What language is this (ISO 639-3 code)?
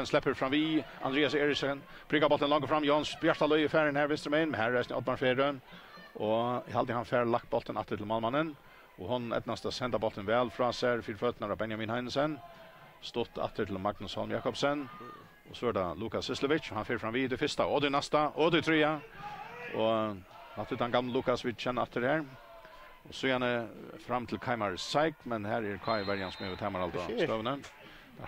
fao